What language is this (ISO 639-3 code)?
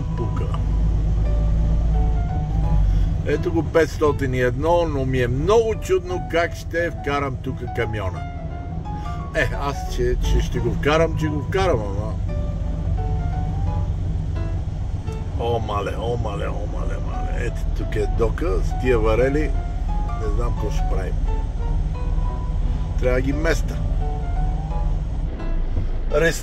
bul